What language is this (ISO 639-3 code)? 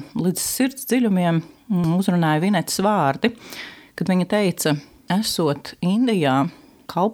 lav